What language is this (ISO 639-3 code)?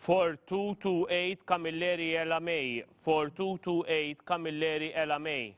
eng